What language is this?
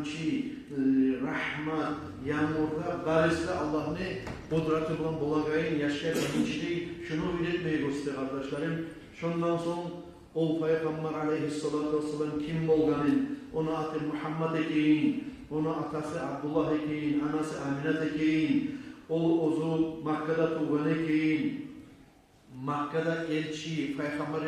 Kumyk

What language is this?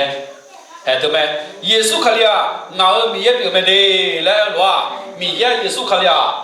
Akha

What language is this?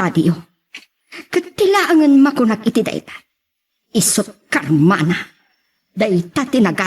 Iloko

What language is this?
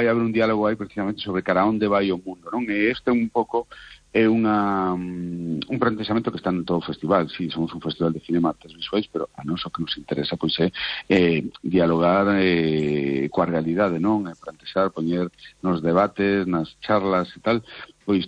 Galician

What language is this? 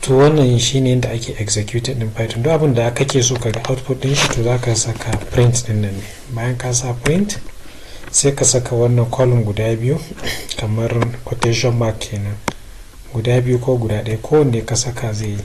Hausa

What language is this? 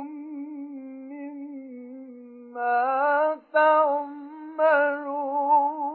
Arabic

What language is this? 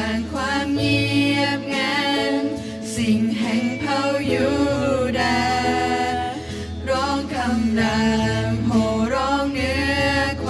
Lahu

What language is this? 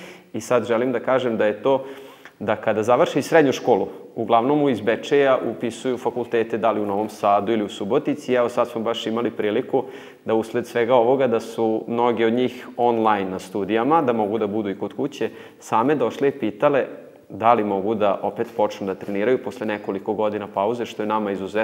Serbian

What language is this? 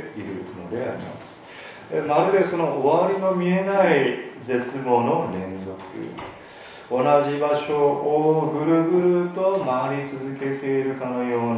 Japanese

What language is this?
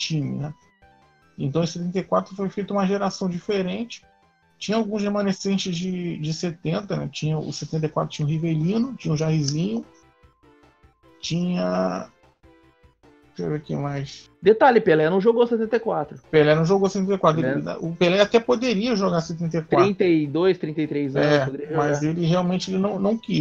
Portuguese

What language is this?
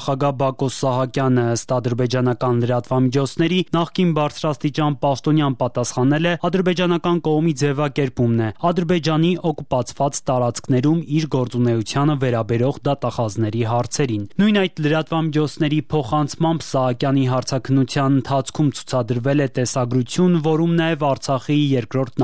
Armenian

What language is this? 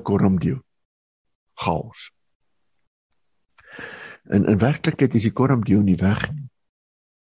Afrikaans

